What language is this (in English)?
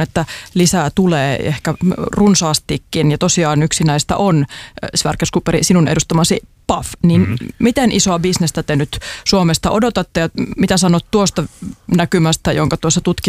Finnish